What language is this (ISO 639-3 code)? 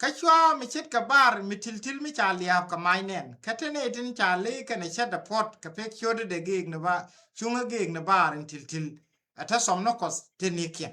nus